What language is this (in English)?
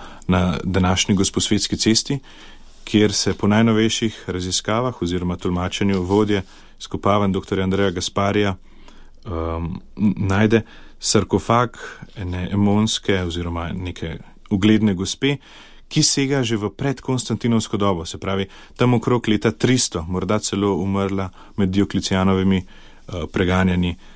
Slovenian